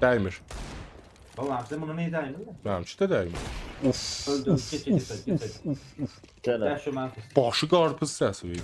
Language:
South Azerbaijani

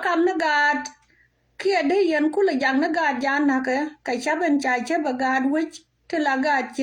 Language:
Nuer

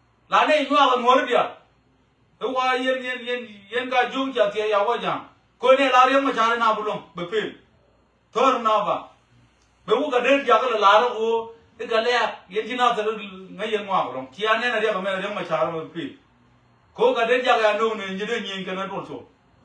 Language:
Nuer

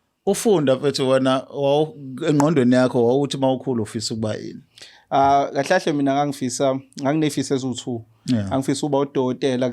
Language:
Zulu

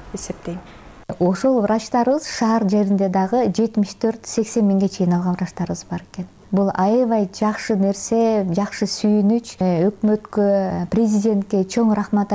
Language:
Kyrgyz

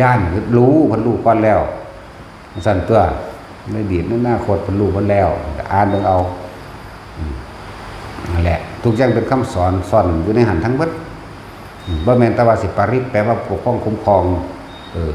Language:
Northeastern Thai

